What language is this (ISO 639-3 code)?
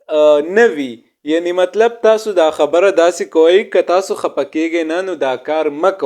pus